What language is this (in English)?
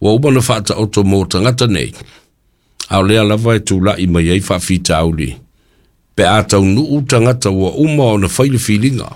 Samoan